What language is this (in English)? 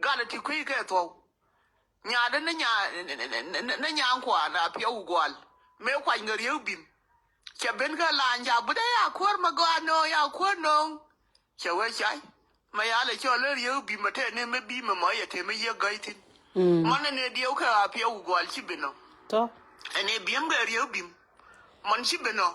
Nuer